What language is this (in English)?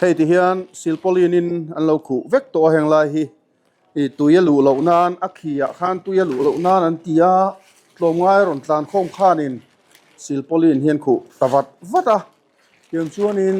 Mizo